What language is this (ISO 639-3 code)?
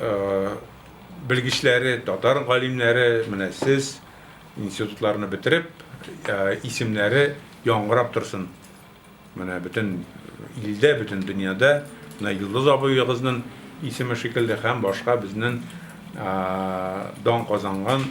tat